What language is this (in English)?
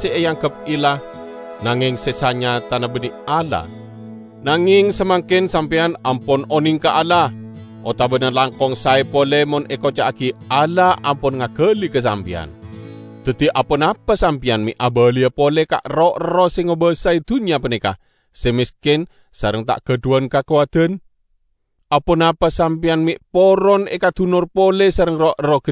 Madurese